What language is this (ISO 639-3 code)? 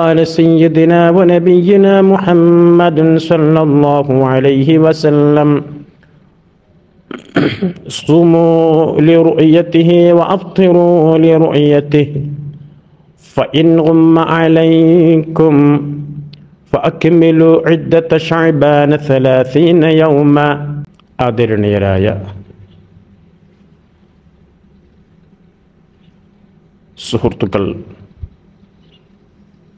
mal